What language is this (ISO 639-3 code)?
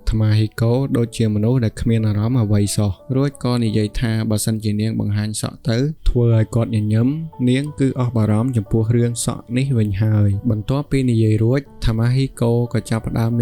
khm